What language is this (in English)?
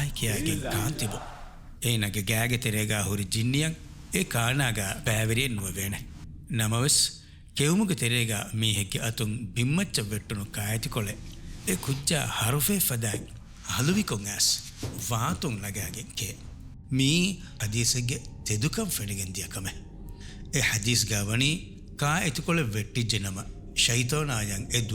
Divehi